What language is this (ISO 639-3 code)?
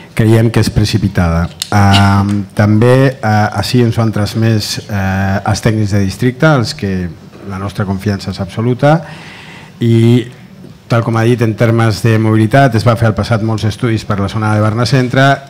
cat